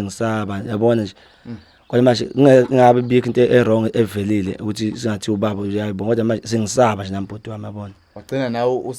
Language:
Zulu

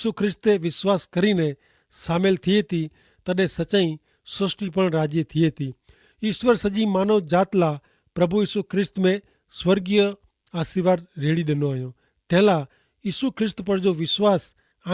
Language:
Kachhi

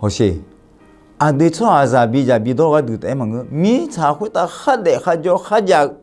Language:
Akha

